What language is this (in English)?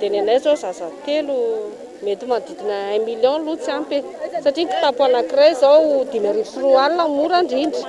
Malagasy